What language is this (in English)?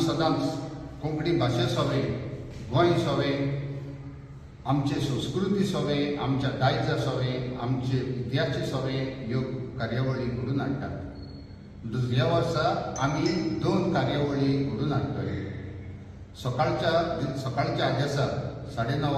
Konkani